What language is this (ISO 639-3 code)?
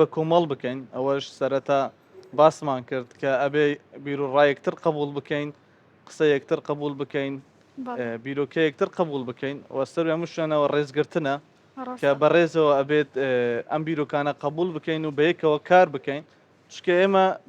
ckb